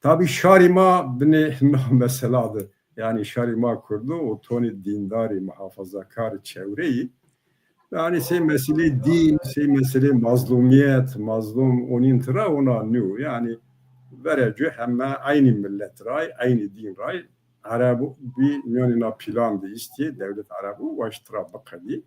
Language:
Zaza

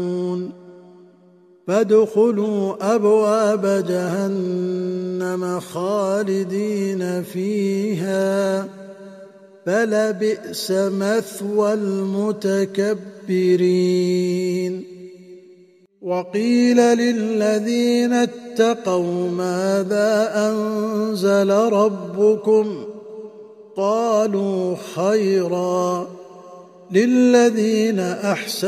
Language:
Arabic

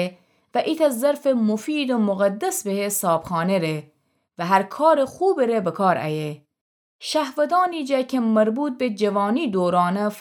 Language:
Gilaki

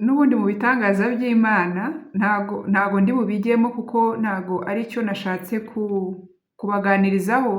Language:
Kinyarwanda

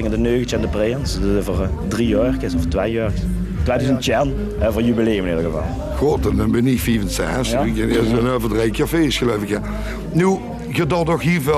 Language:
Limburgish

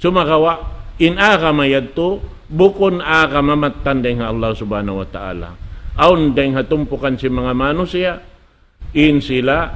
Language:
Tausug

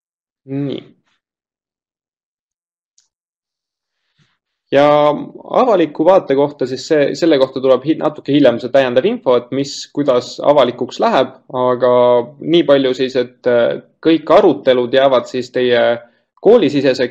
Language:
Estonian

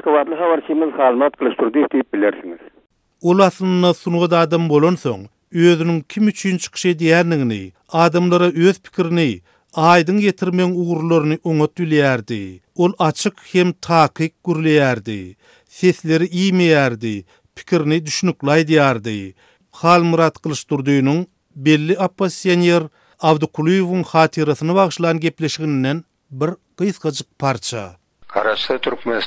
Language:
Turkmen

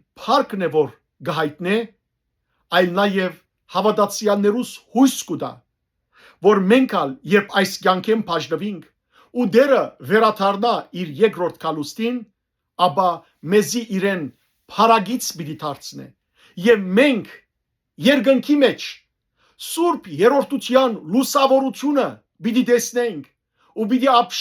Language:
Western Armenian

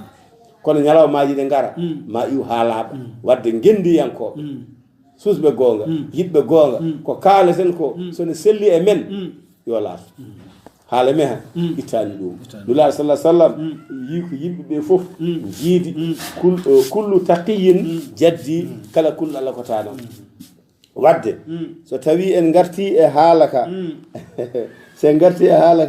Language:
Fula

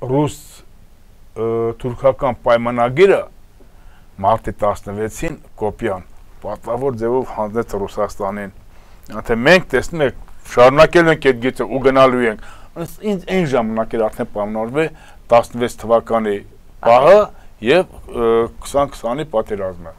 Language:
Armenian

